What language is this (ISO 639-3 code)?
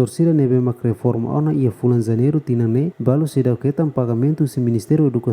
tet